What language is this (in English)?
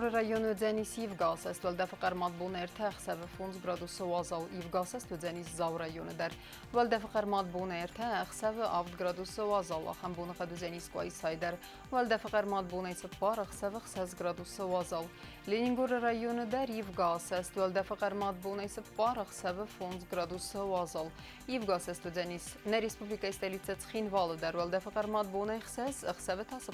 Ossetic